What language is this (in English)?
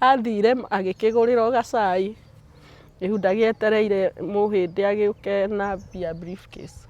Kikuyu